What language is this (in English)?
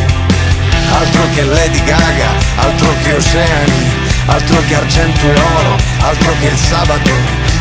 Italian